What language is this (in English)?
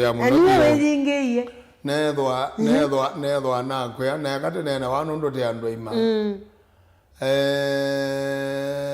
Kamba